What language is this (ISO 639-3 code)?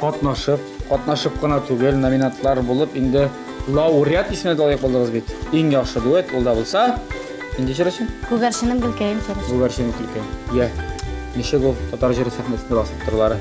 tat